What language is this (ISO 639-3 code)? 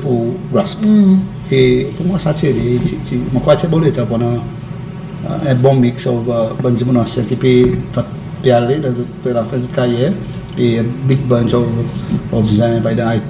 crs